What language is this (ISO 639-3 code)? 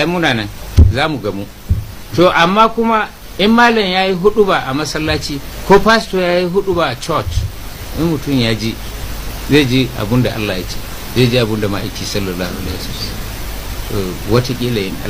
hau